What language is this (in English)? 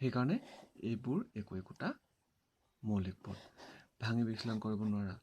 Assamese